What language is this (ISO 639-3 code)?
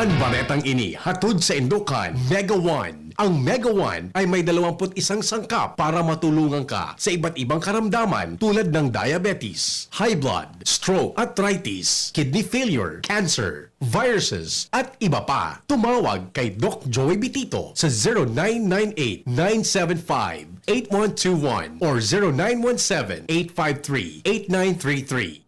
bik